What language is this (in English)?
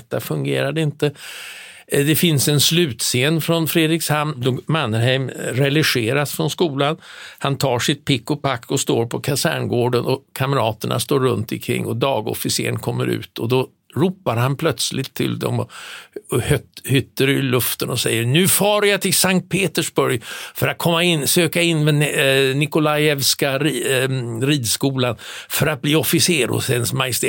Swedish